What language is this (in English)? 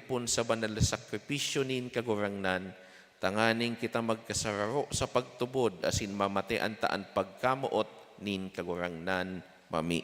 Bikol